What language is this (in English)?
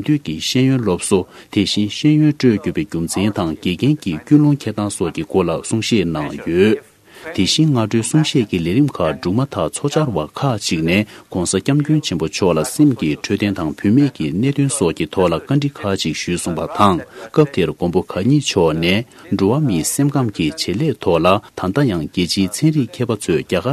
Tibetan